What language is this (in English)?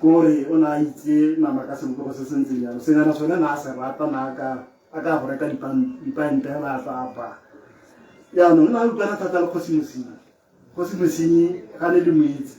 Tswana